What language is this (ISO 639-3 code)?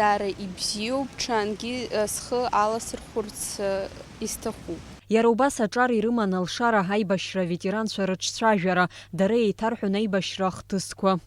abk